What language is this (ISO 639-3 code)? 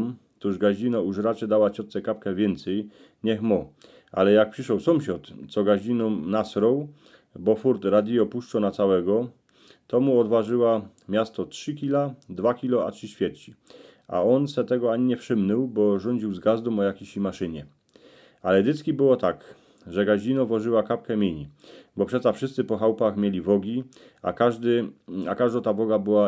szl